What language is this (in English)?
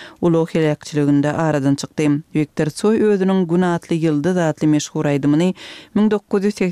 Kyrgyz